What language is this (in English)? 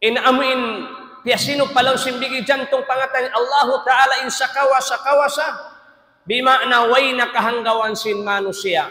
Tausug